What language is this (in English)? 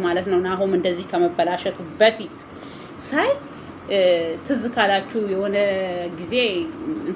Amharic